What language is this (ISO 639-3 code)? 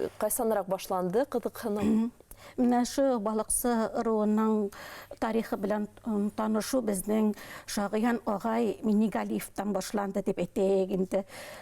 bak